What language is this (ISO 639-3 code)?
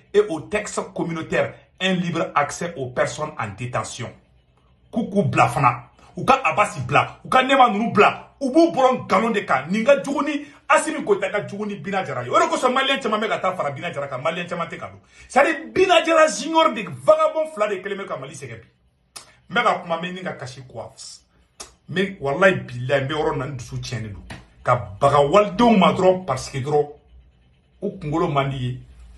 bam